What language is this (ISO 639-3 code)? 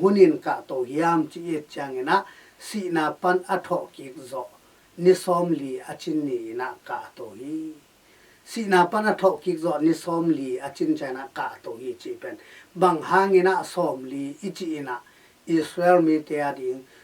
ctd